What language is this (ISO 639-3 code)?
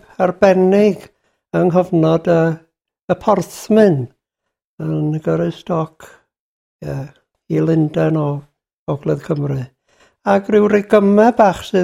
cym